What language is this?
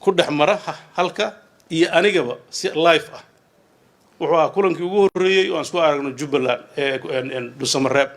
Somali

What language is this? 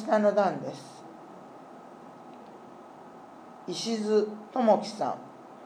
Japanese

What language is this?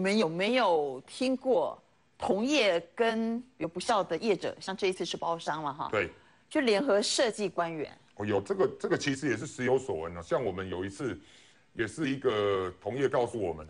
Chinese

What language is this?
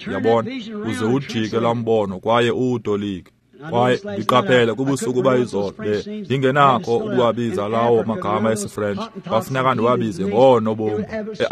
Xhosa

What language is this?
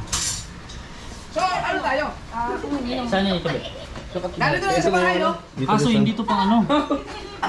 Filipino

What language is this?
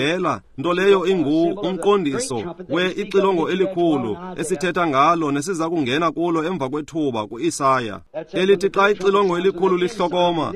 Xhosa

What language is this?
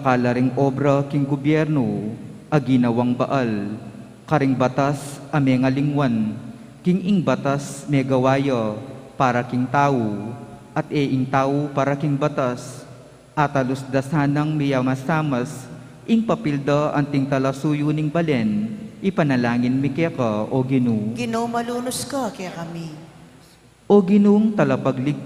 Pampanga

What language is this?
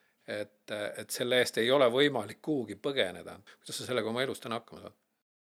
Estonian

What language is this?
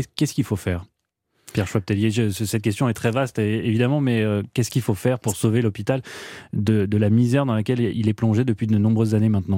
French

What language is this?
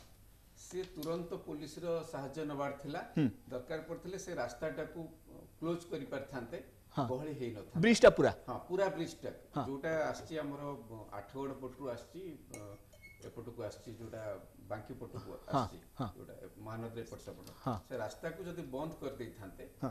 Odia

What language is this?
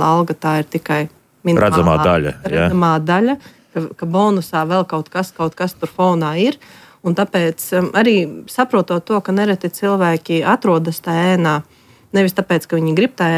Latvian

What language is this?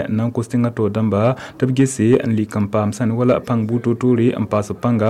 Mossi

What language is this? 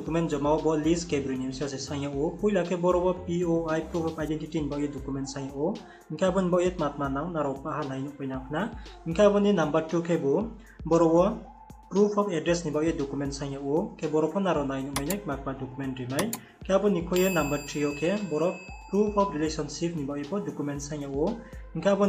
Riang (India)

